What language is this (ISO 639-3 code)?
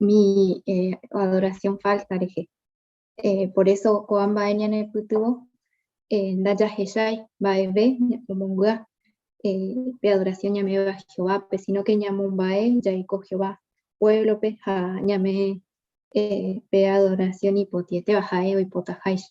grn